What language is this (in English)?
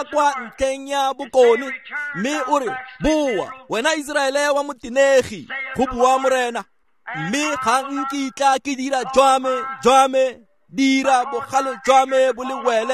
Tswana